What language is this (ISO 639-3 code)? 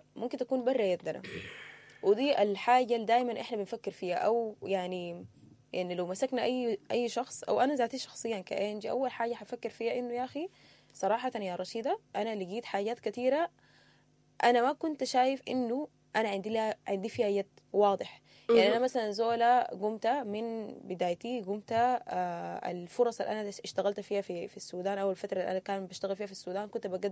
apd